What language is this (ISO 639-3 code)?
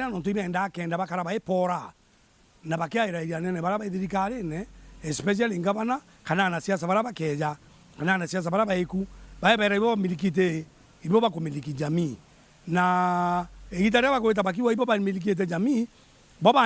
mer